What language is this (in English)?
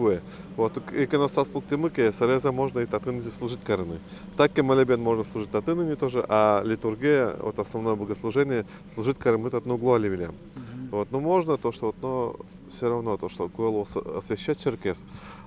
Udmurt